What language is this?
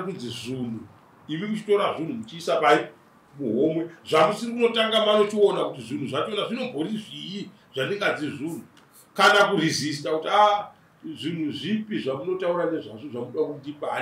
Shona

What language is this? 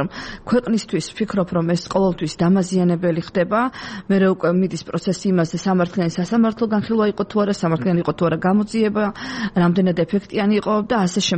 Georgian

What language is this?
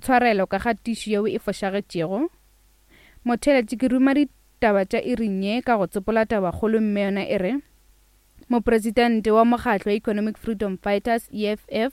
Northern Sotho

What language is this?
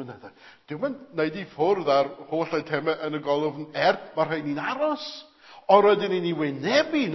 Welsh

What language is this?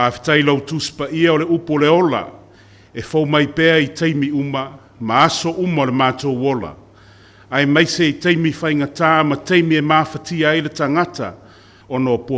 Samoan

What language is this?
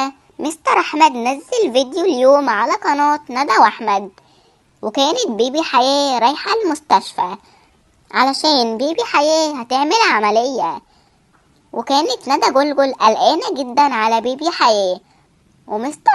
Egyptian Arabic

